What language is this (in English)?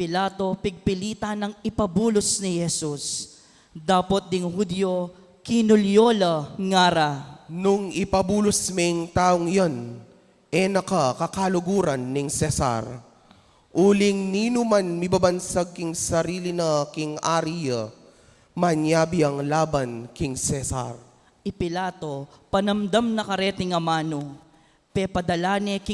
Pampanga